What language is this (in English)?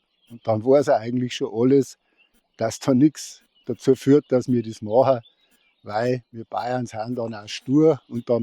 Bavarian